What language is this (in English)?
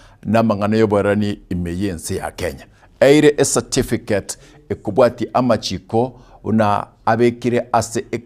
Gusii